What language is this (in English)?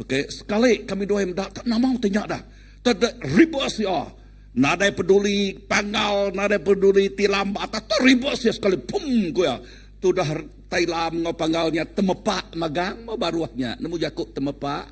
Iban